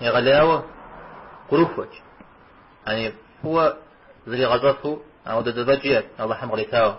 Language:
Kabardian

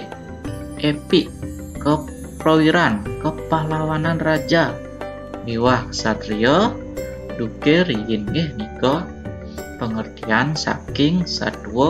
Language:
Balinese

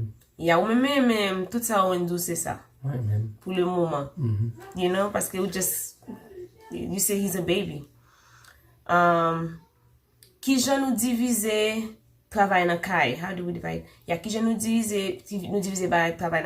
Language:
Haitian Creole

